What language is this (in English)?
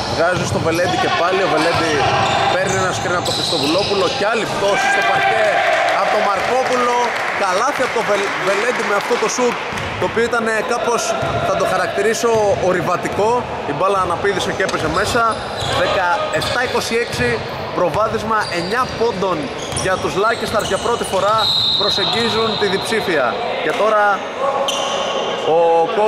Greek